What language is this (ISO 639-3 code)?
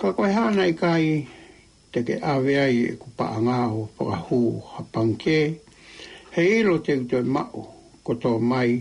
ton